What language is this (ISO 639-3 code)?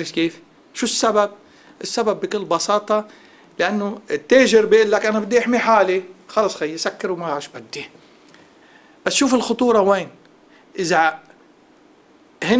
apc